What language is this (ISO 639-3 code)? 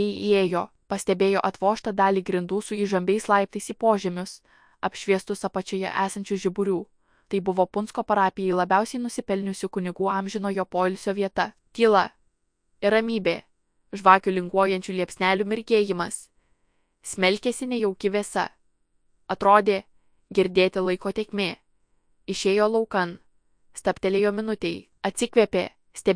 lit